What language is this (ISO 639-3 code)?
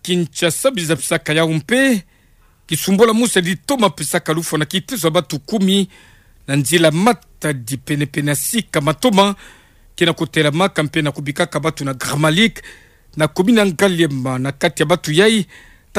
ktu